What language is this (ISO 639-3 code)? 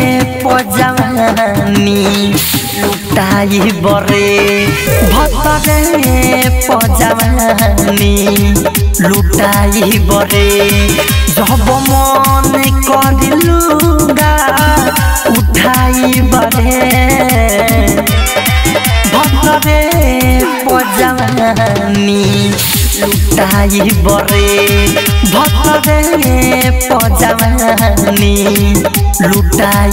bho